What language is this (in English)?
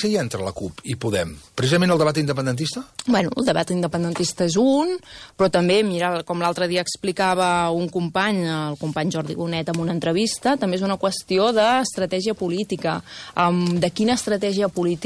Catalan